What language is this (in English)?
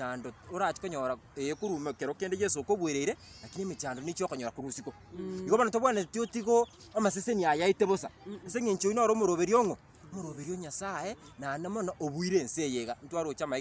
Gusii